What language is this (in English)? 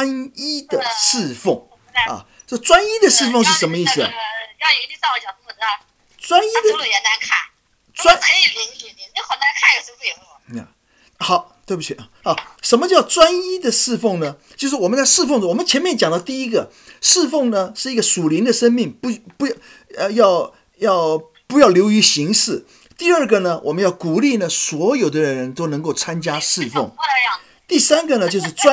Chinese